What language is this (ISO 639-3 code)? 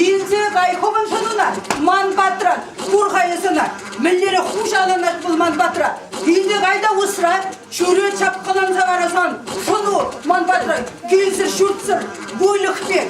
chv